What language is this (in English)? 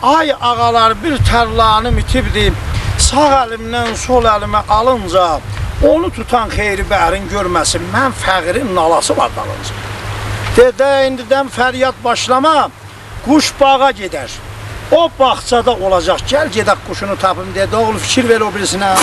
South Azerbaijani